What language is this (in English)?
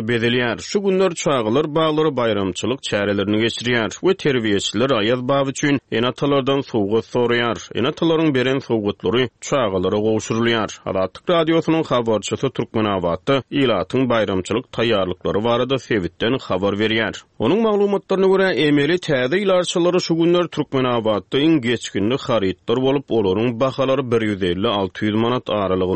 Turkmen